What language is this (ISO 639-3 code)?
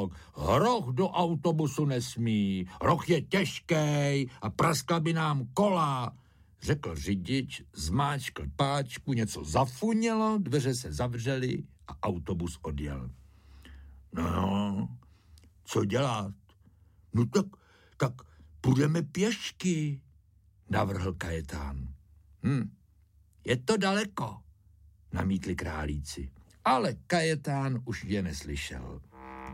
ces